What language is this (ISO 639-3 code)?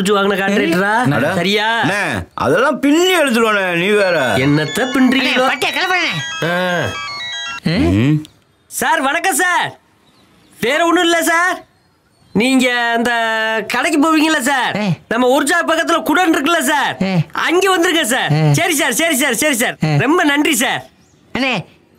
tam